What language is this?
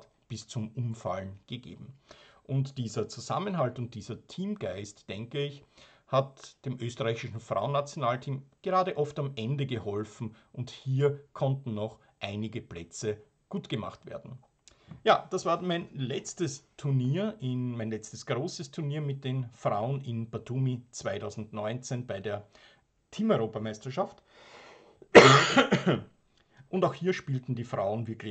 German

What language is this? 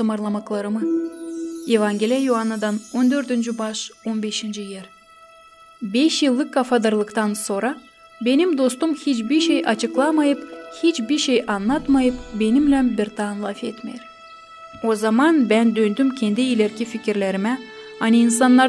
Gagauz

